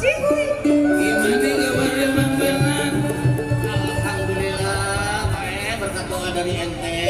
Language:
Betawi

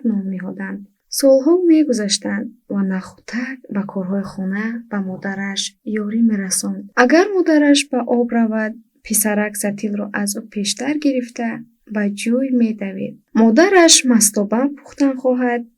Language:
Tajik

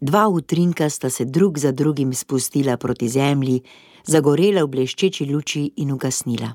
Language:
Slovenian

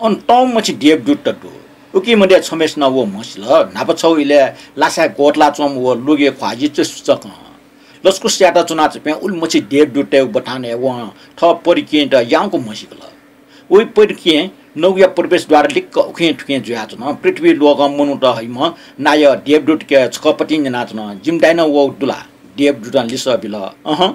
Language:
Newari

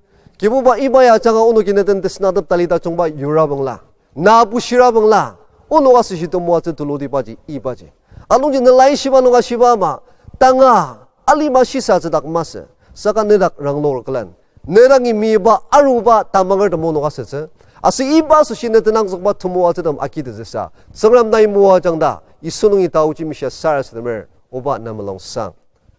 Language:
Ao Naga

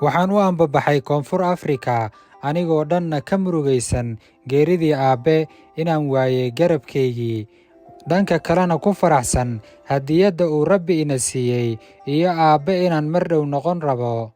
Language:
Somali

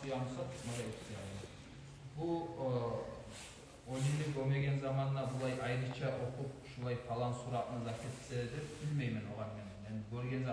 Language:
Kumyk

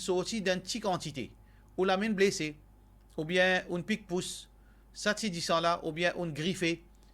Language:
Morisyen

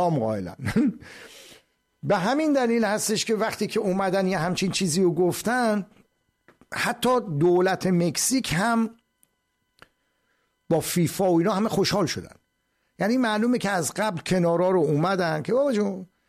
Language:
Persian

